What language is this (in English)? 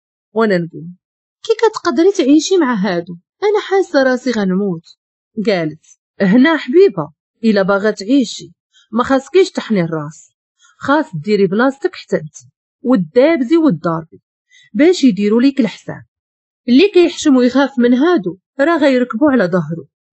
Moroccan Arabic